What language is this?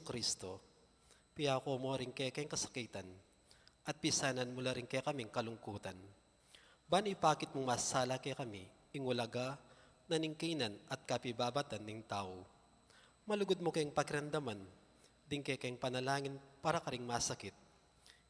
Pampanga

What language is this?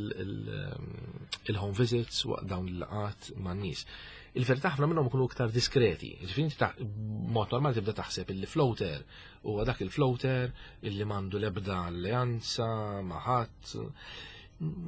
Maltese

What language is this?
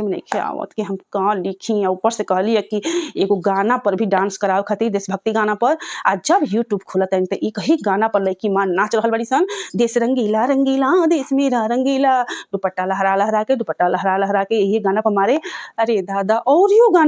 Bhojpuri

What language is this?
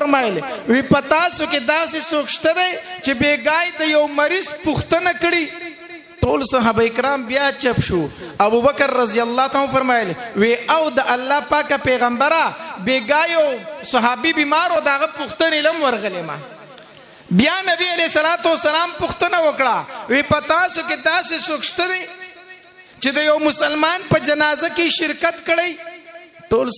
Pashto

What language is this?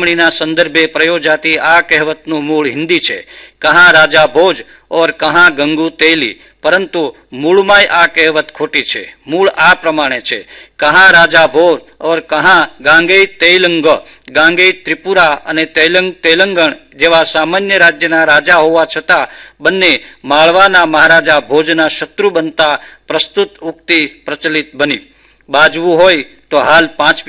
Gujarati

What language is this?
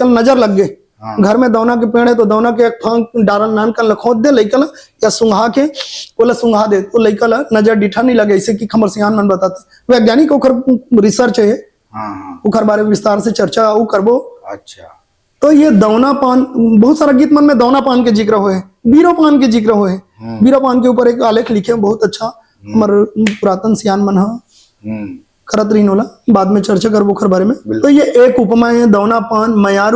Chhattisgarhi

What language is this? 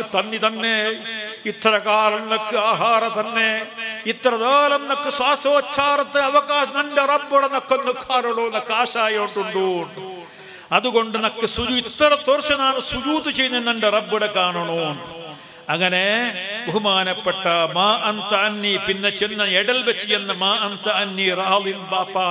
Malayalam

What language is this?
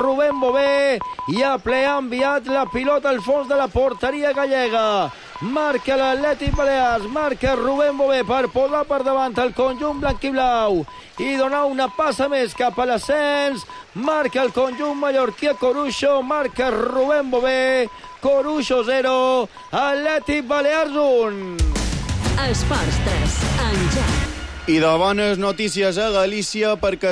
Catalan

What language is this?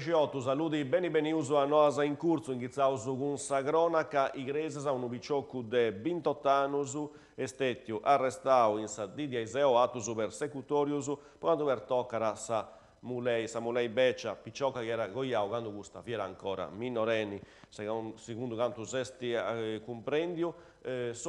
Sardinian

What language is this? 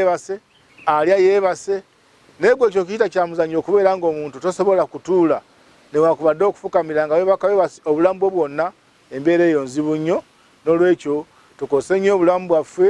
Ganda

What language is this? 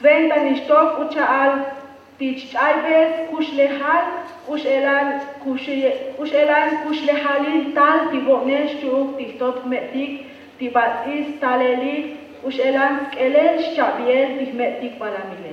Tzotzil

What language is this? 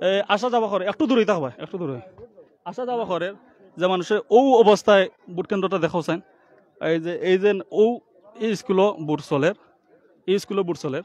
Sylheti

